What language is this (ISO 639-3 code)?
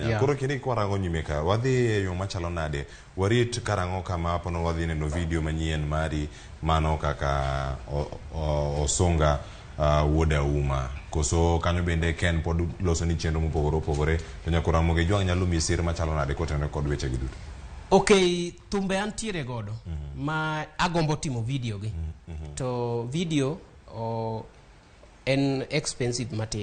luo